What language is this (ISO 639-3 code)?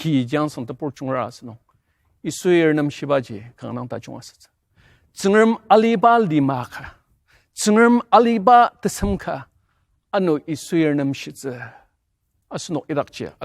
njo